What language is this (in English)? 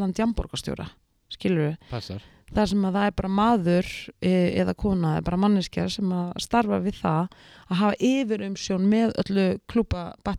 Icelandic